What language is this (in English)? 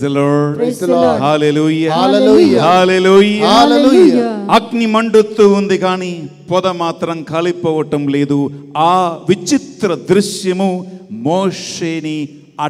Telugu